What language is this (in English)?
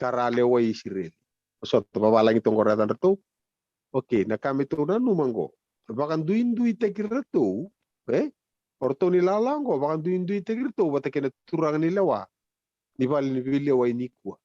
Fijian